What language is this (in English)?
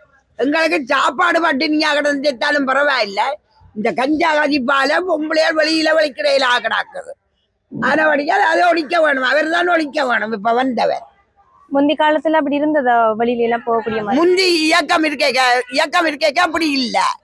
Tamil